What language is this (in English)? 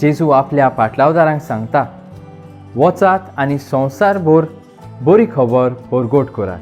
Konkani